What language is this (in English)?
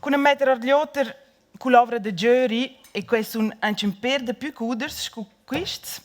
Romansh